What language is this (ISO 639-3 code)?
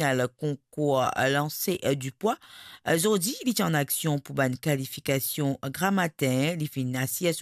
mfe